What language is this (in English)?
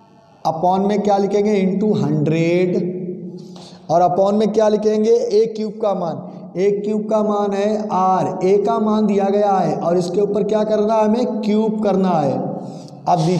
Hindi